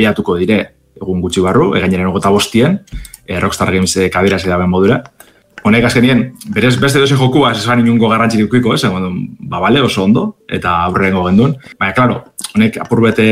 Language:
Basque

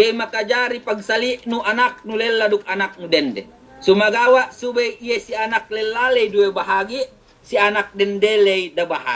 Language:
Yakan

